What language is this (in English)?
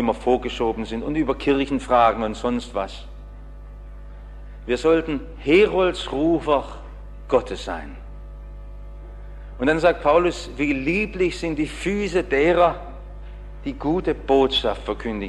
German